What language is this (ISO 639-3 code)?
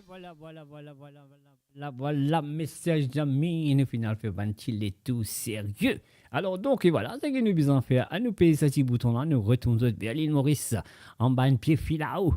mfe